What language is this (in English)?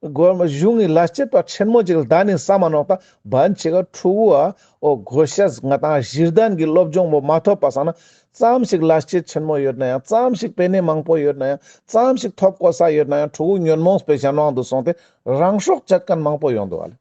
Ladakhi